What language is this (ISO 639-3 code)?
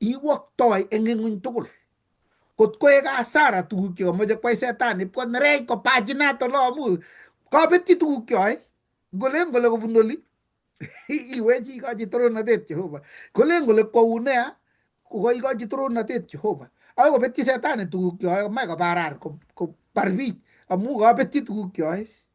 kln